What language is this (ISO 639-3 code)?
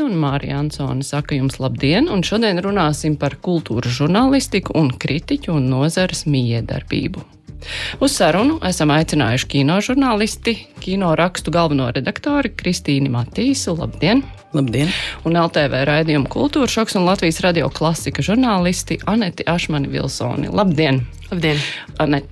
lav